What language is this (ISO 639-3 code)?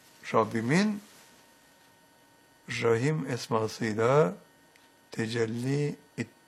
tur